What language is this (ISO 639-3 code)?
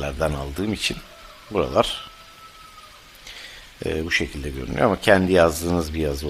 tur